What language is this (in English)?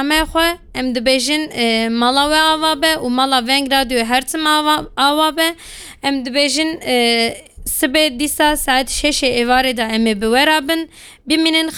Kurdish